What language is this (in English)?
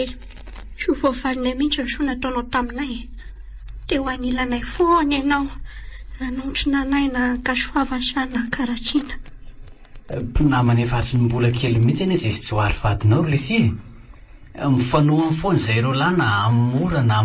Malagasy